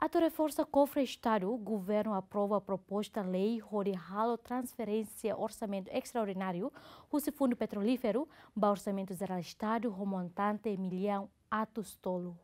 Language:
Tetum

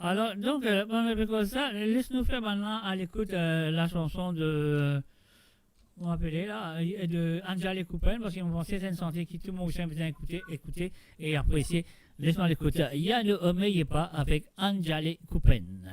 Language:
Morisyen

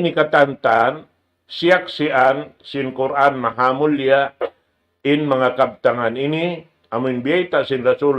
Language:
Tausug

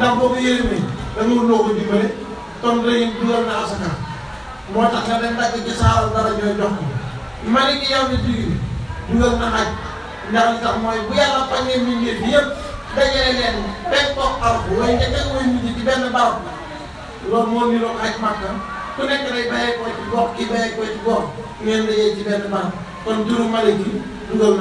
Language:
Wolof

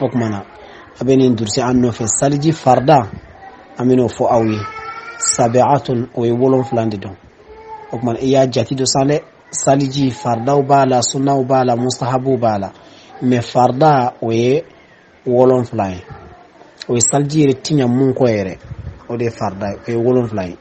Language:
Bambara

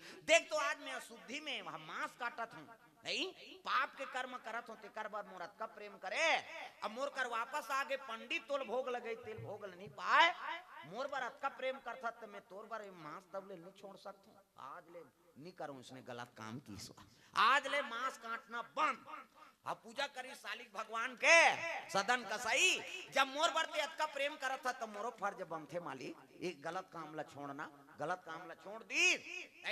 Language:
Chhattisgarhi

